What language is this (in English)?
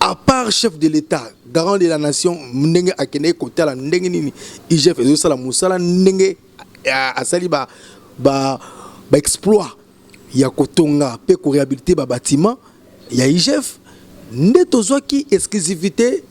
Lingala